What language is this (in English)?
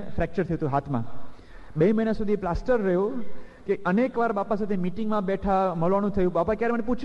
Gujarati